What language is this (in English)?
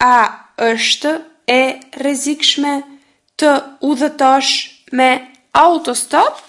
Albanian